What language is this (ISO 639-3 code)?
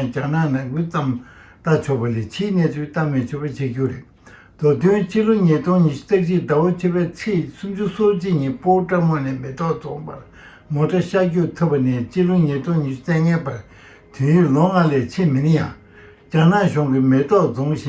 bod